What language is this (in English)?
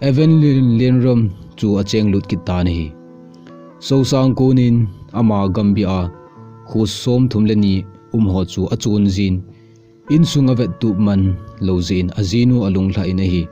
Thado Chin